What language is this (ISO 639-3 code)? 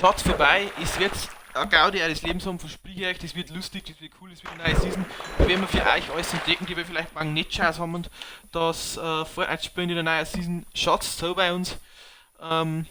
bar